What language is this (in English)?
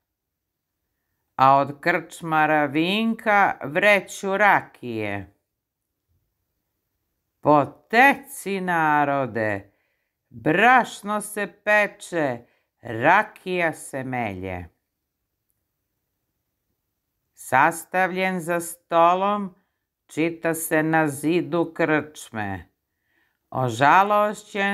Croatian